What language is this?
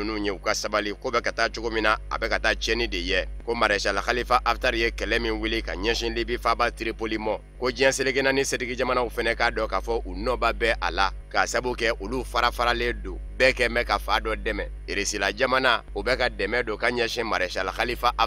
Bambara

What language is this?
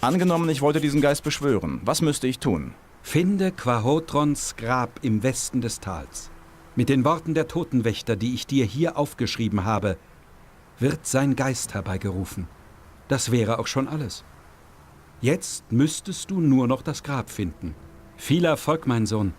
Bavarian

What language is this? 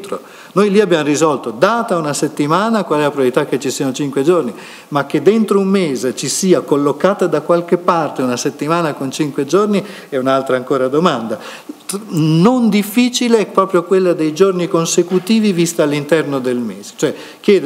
Italian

